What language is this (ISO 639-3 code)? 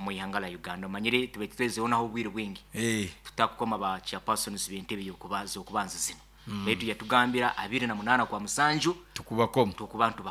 nyo